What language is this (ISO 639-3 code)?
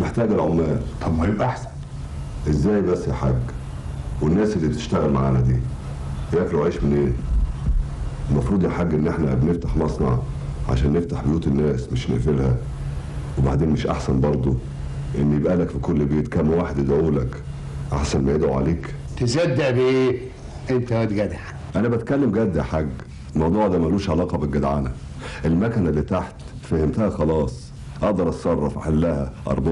arz